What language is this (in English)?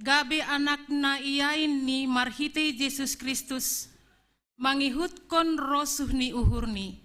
Batak Simalungun